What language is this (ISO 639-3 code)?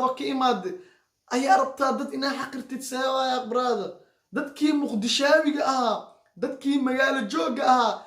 som